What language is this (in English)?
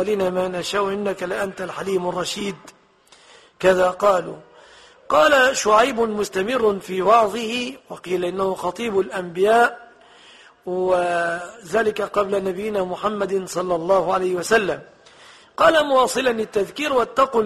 Arabic